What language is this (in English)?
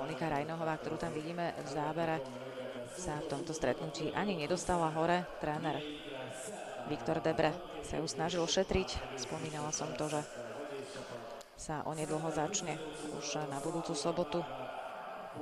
Slovak